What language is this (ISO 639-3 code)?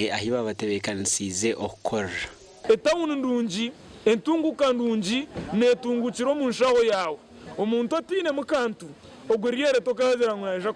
nyn